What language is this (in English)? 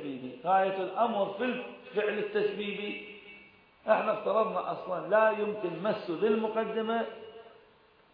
Arabic